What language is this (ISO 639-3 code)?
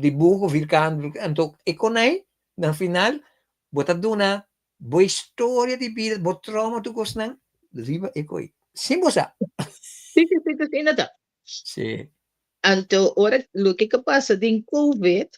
pap